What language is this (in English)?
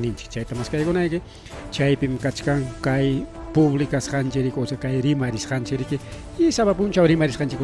Ayacucho Quechua